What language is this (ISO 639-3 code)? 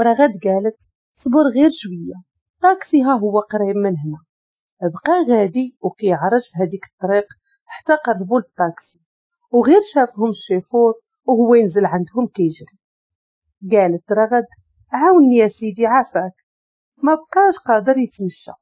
ary